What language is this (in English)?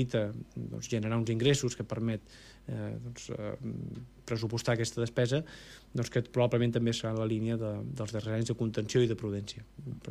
Catalan